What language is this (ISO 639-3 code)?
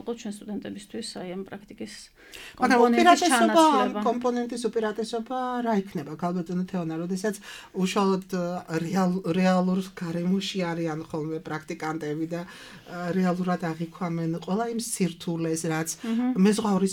kat